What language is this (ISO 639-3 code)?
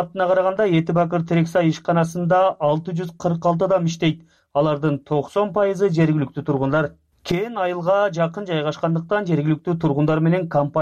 kir